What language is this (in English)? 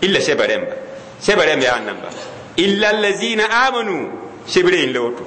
Mossi